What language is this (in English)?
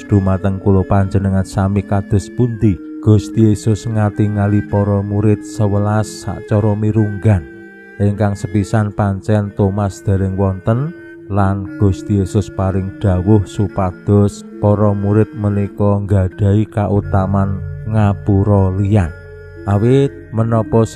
Javanese